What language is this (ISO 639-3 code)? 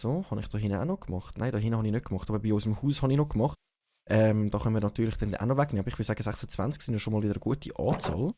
gsw